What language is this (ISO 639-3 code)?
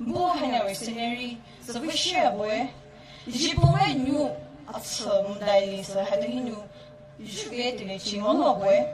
pmx